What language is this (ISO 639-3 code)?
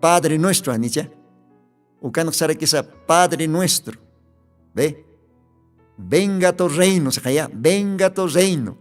aym